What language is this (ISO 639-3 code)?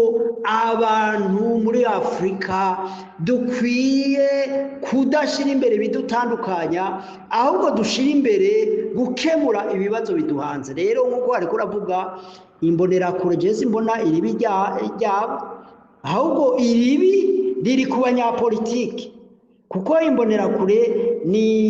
run